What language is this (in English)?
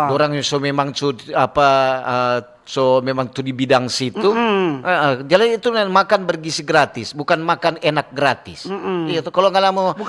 Manado Malay